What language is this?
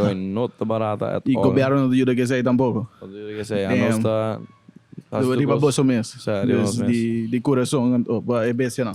Papiamento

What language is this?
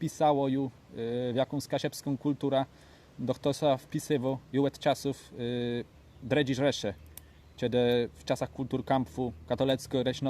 Kashubian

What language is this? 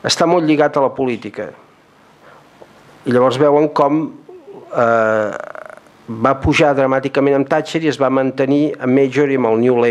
Catalan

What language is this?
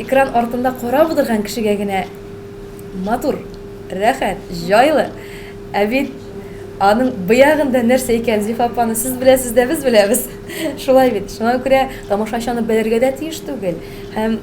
Tatar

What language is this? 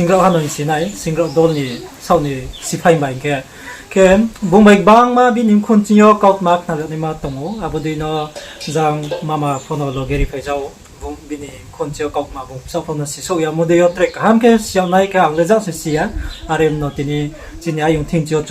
Riang (India)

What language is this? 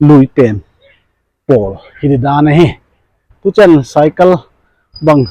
Paite Chin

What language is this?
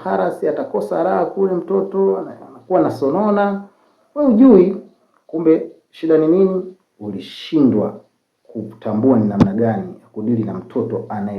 Swahili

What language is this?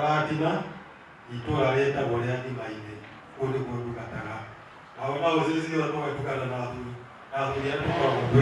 Kikuyu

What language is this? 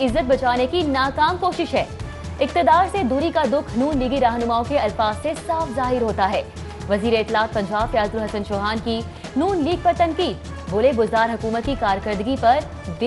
Urdu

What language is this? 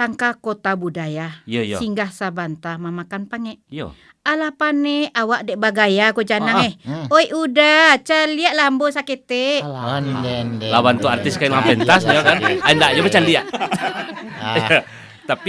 Minangkabau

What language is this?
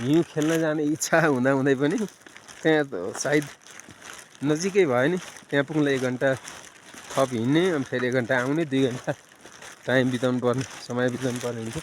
Nepali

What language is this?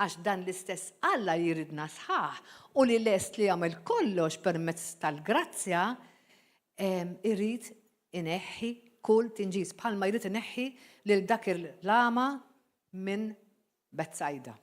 Maltese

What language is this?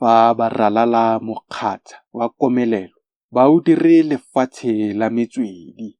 Tswana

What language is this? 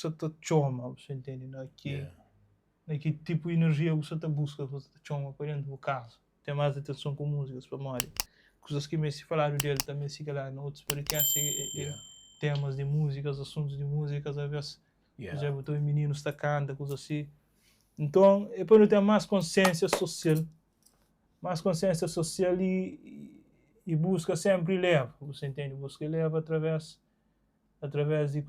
Kabuverdianu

